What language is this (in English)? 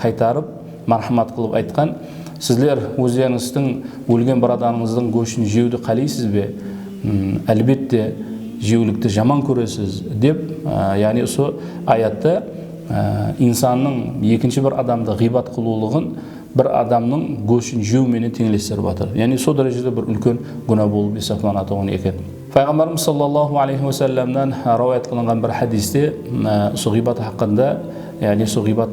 Kara-Kalpak